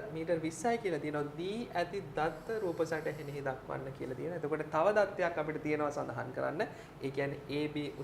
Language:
Sinhala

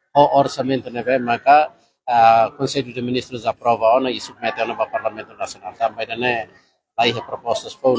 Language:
Tetum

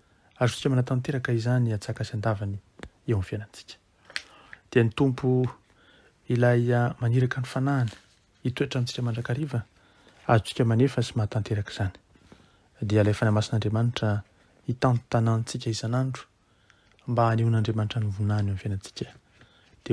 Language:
Malagasy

